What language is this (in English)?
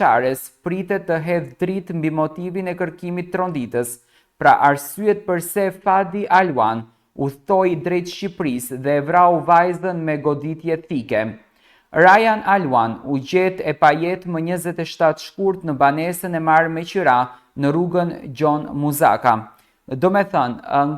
Albanian